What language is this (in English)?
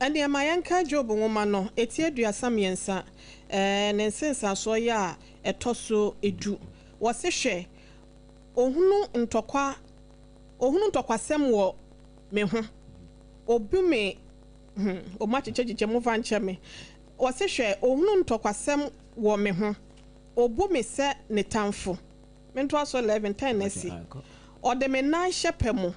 Akan